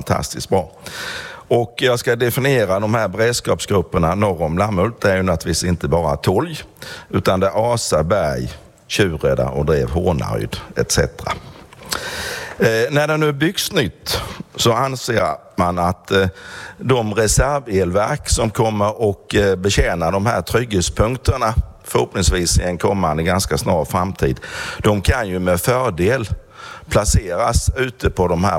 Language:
Swedish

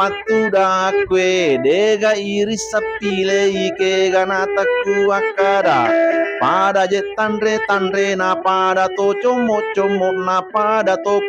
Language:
Buginese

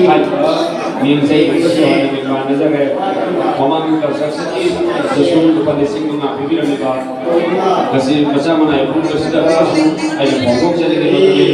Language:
Manipuri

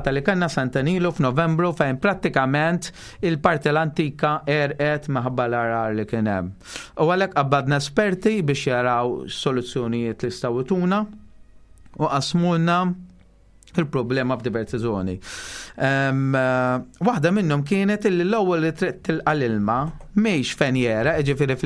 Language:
Maltese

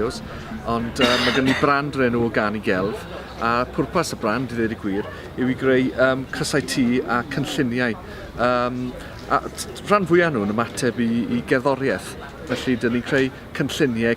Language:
Welsh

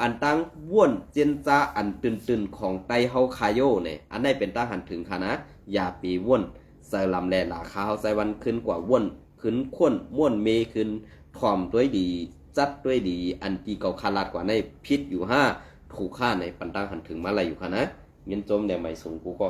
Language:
Shan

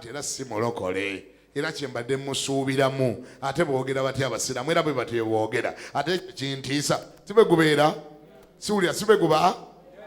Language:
Ganda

